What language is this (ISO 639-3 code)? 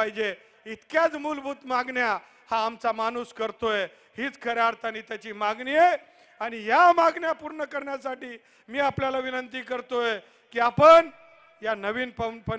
mar